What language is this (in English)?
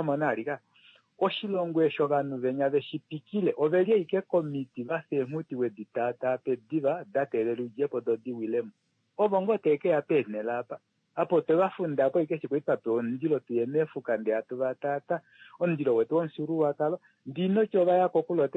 Kuanyama